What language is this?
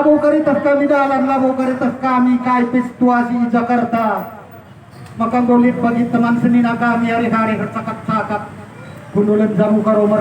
Batak Karo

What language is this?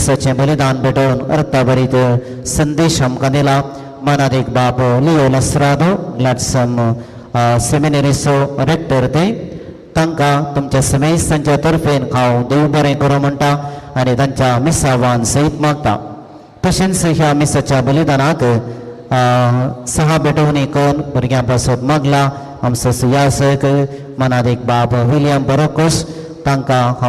Konkani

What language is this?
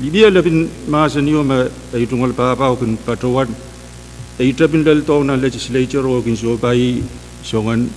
Pohnpeian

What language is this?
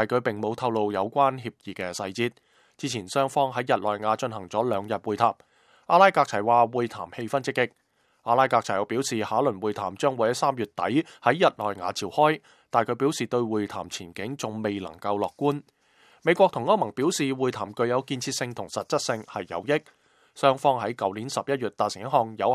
Cantonese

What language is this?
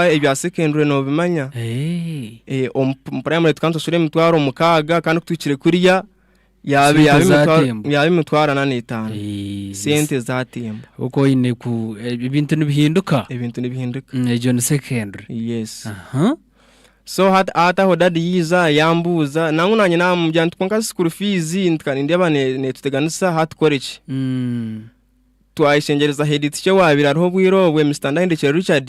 Nyankole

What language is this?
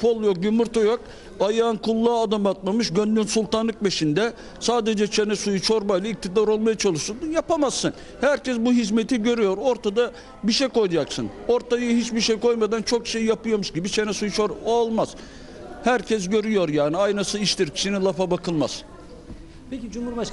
Turkish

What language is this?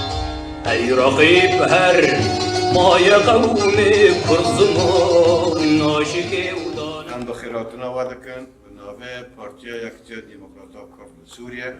Kurdish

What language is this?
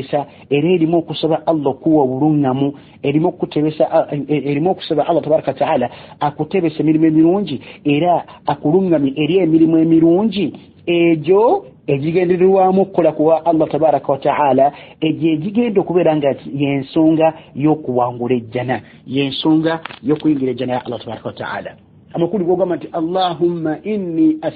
Ganda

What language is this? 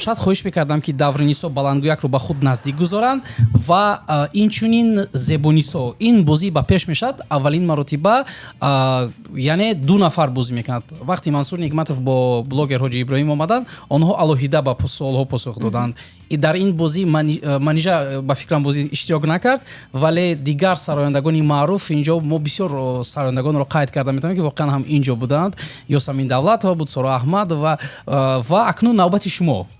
Tajik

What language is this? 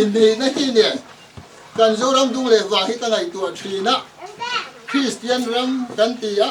Mizo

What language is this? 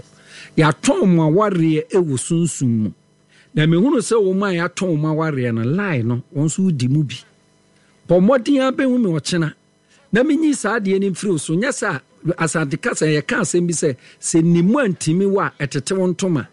Akan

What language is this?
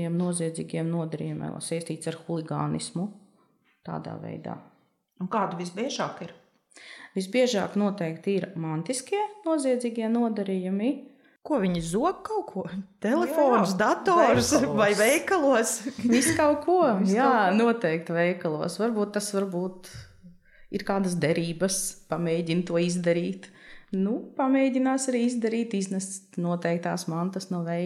Latvian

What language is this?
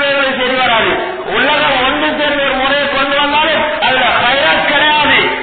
Tamil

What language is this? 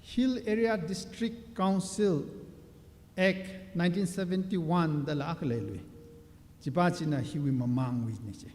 Tangkhul Naga (India)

